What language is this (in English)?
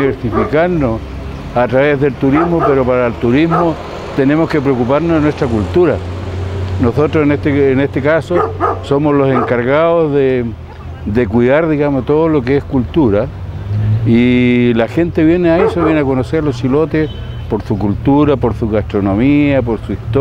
Spanish